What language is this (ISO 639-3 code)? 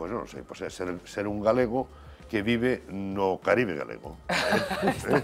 glg